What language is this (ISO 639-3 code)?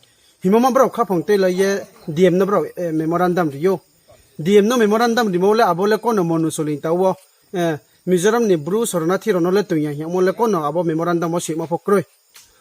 ria